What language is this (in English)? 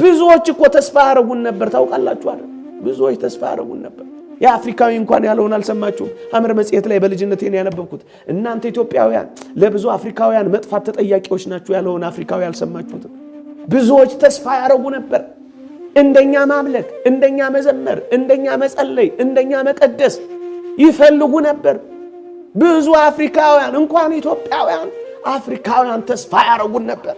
Amharic